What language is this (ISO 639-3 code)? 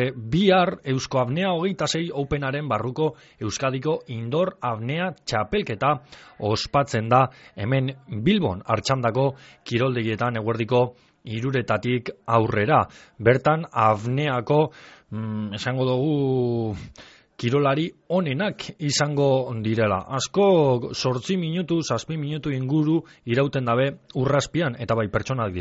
eus